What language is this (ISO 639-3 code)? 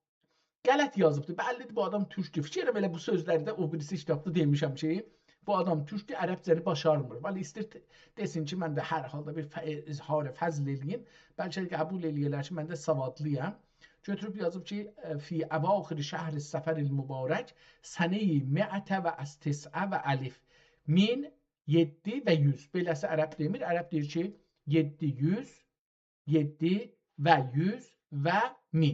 azb